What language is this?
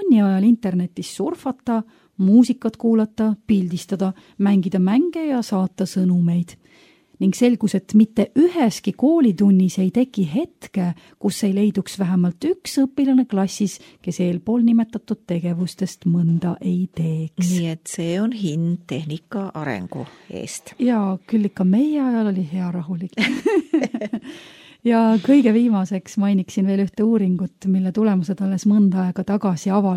Estonian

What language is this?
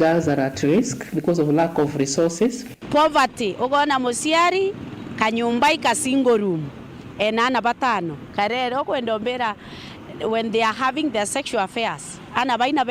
Meru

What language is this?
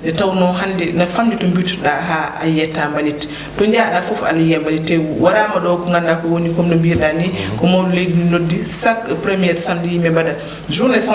Fula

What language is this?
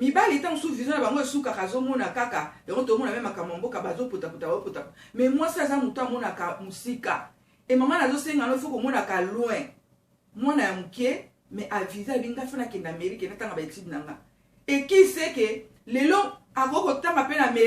Lingala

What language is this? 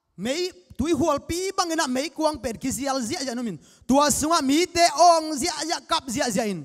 Tedim Chin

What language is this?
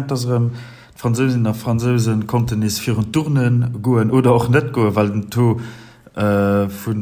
Luxembourgish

